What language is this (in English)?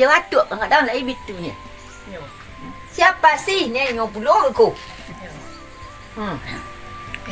Minangkabau